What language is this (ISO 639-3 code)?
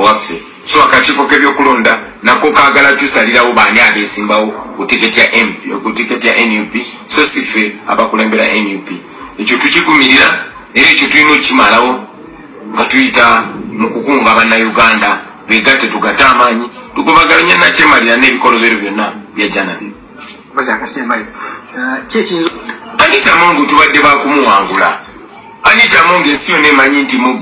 lug